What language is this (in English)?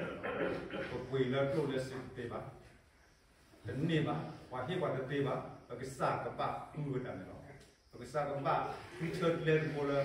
S'gaw Karen